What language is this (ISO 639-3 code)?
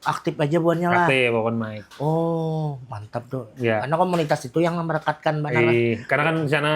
bjn